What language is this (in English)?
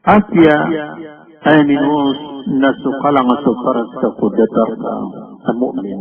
Maranao